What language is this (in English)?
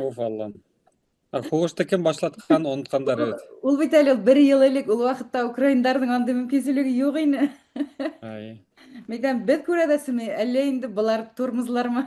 Bashkir